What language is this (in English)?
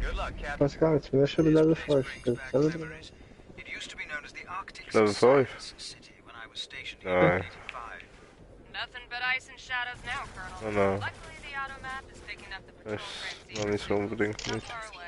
Swiss German